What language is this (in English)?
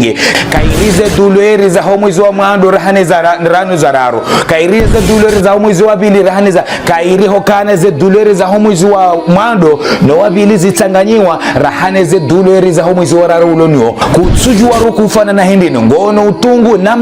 Ngazidja Comorian